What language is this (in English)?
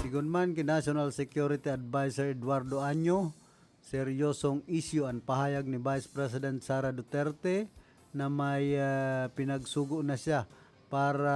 Bikol